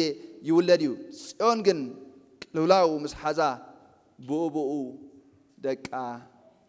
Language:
Tigrinya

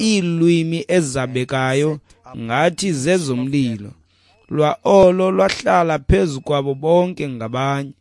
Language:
Xhosa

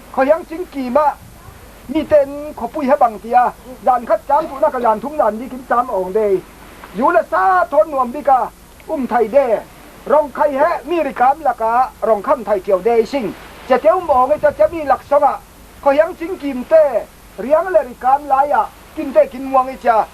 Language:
Falam Chin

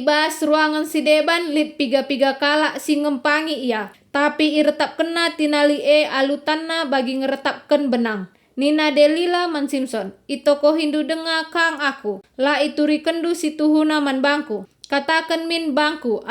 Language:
Batak Karo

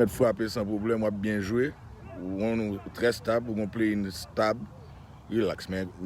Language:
Haitian Creole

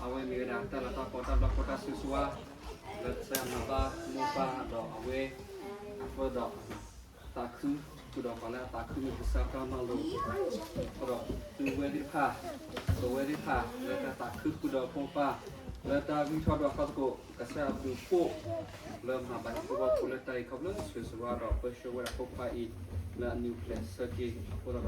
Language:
S'gaw Karen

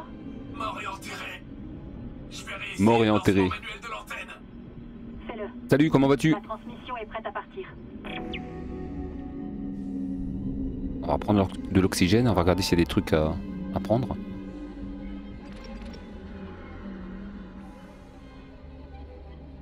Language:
French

